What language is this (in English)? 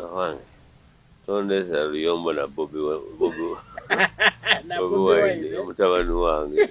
Ganda